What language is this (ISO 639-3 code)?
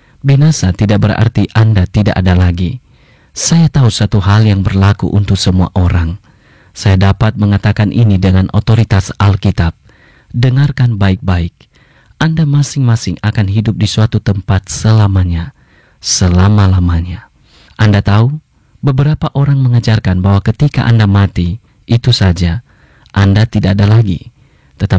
ind